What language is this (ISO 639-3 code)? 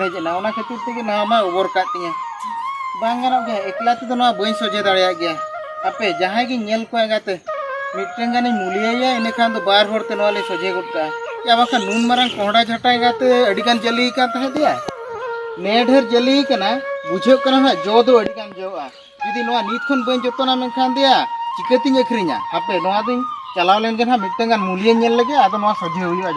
sat